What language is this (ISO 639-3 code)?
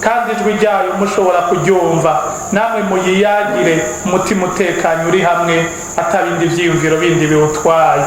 run